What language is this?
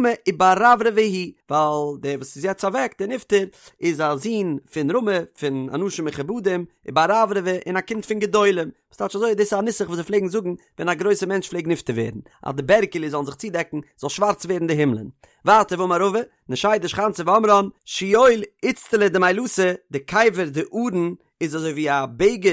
Yiddish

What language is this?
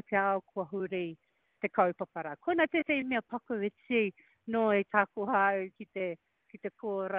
Māori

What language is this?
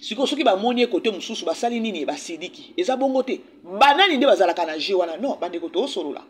Lingala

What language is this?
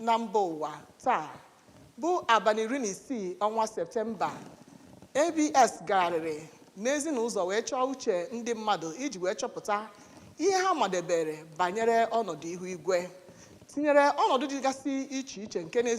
Igbo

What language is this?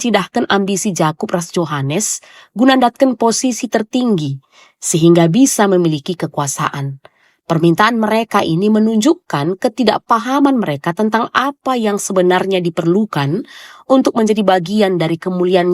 Batak Karo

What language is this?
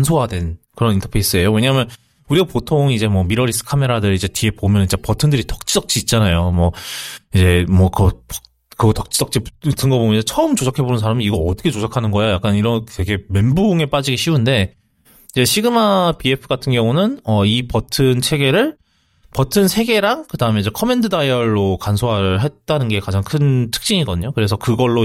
Korean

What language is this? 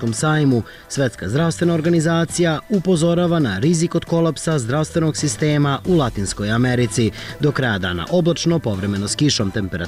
Serbian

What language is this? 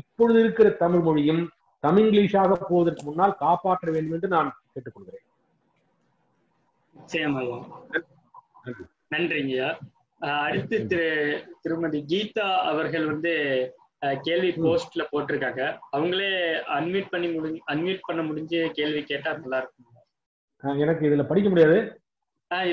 Tamil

